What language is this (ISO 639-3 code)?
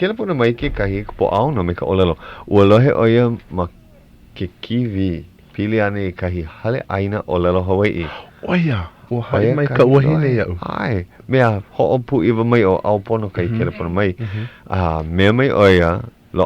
haw